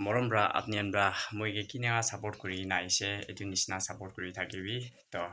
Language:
Naga Pidgin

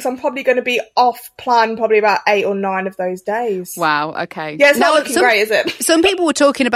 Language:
English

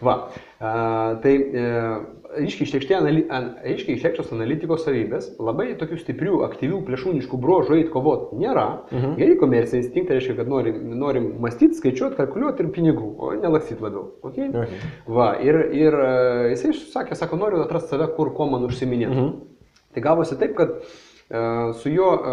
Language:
Lithuanian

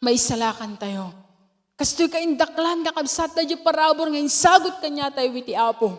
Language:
Iloko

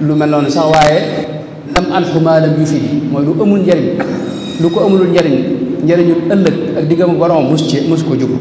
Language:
Wolof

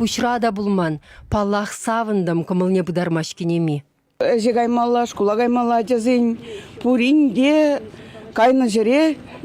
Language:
Chuvash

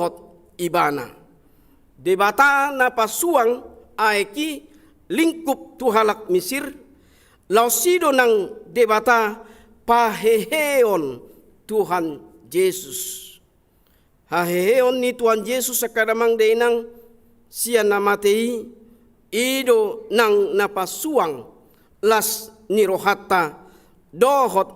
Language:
Batak Toba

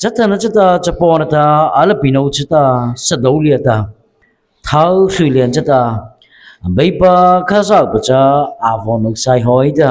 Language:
Mara Chin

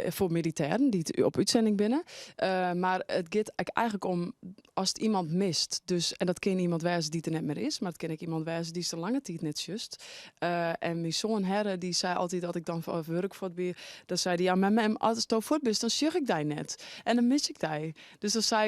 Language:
Western Frisian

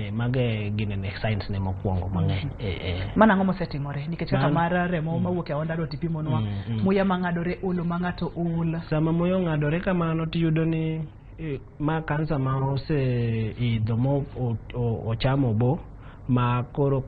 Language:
Luo (Kenya and Tanzania)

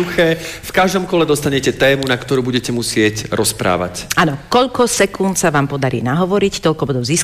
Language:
Slovak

